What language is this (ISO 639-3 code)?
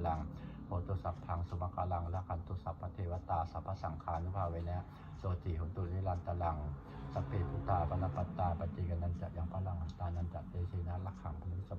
pli